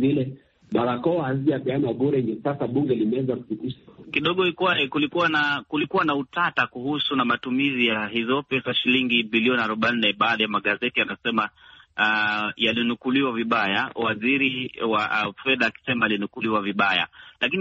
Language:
Swahili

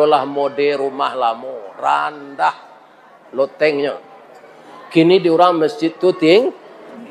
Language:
Minangkabau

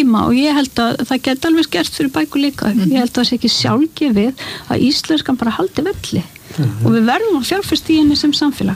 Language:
Icelandic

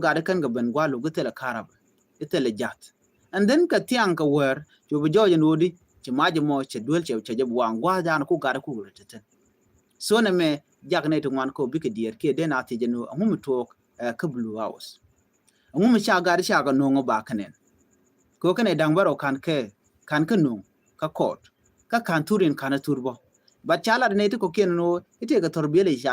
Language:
Nuer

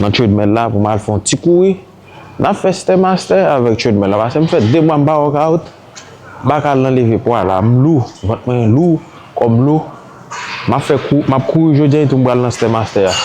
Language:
Haitian Creole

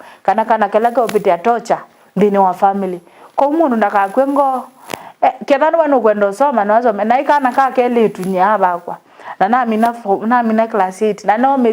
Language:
Kamba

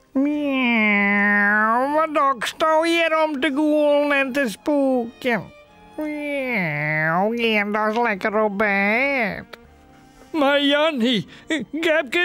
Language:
Western Frisian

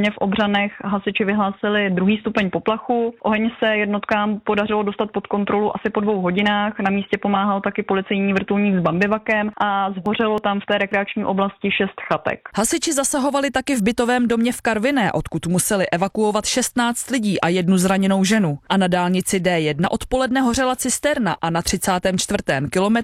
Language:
Czech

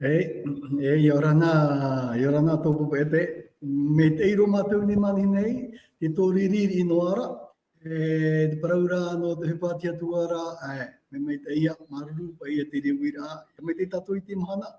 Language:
Tahitian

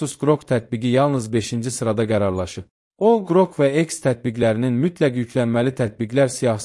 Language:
Azerbaijani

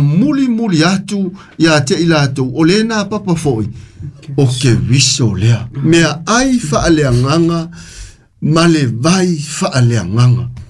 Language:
Samoan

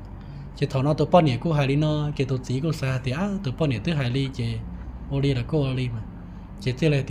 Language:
Hmong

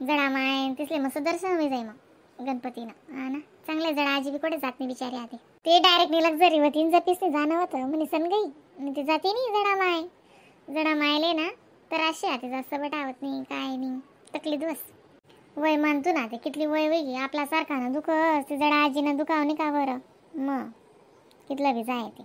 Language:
Khandesi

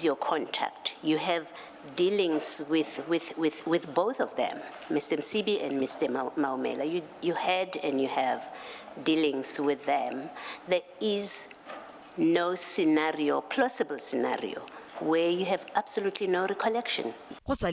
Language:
Northern Sotho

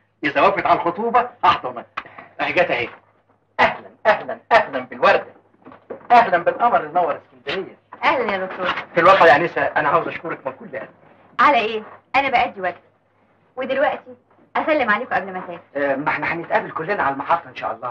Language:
Egyptian Arabic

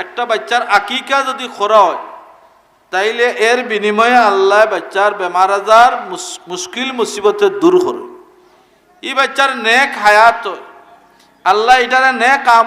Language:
Sylheti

